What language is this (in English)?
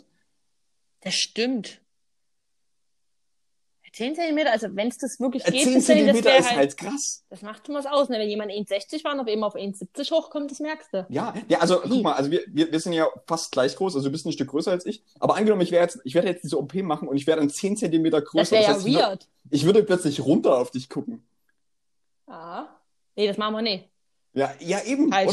German